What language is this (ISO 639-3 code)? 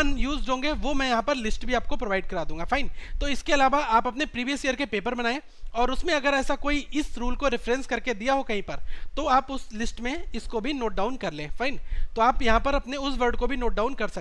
hin